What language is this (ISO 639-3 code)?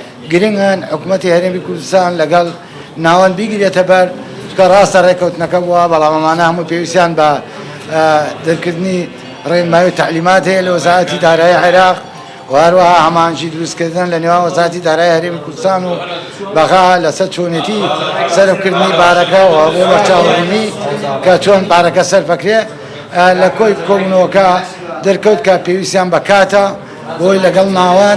ckb